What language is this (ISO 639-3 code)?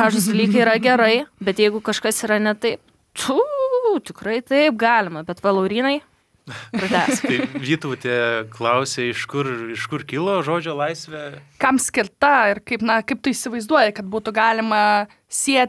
lit